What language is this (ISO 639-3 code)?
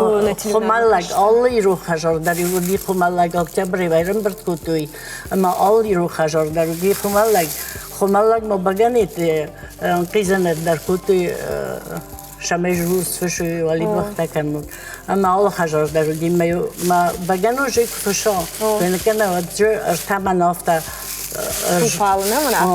oss